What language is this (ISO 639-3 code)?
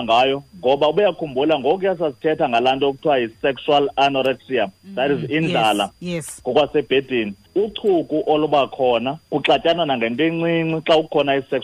xho